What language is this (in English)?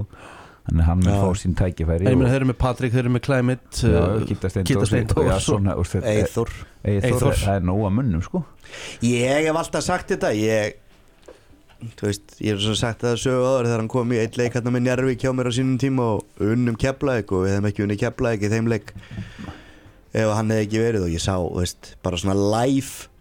Icelandic